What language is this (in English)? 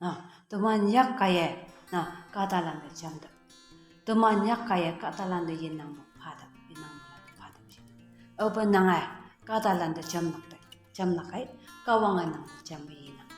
Konyak Naga